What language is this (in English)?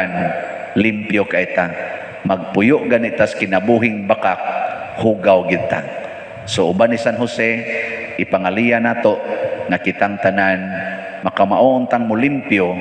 Cebuano